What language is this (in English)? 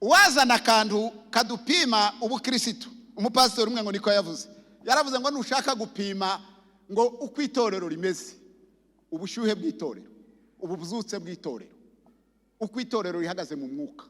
Kinyarwanda